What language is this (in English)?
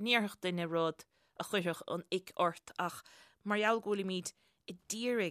Irish